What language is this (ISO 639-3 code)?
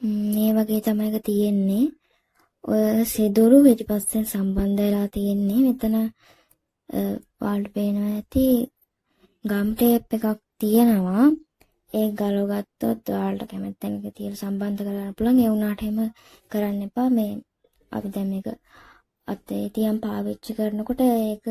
sin